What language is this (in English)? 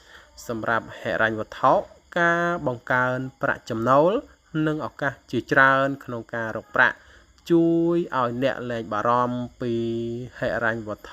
Khmer